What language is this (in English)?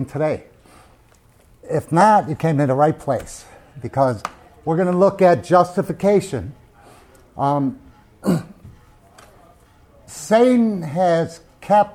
English